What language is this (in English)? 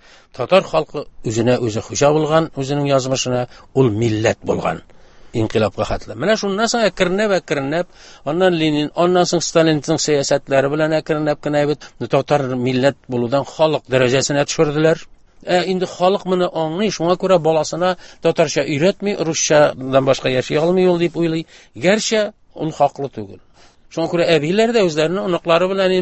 Tatar